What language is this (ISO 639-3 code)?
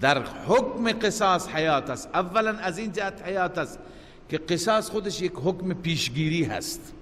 fas